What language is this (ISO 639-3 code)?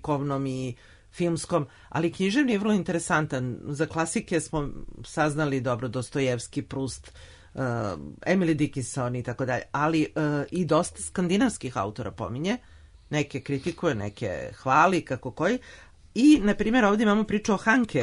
srp